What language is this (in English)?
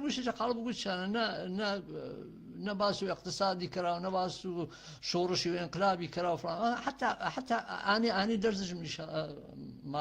Gurani